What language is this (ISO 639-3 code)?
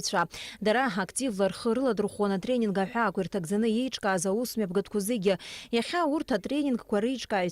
abk